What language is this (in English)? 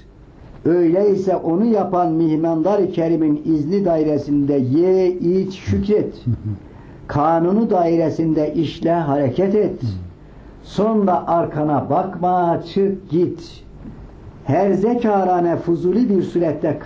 Turkish